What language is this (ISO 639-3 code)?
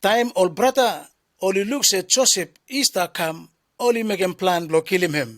bis